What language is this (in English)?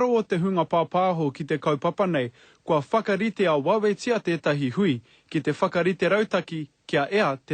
Māori